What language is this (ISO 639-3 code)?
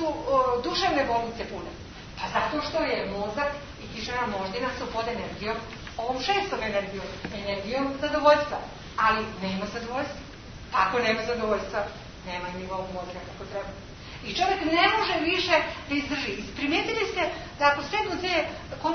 srp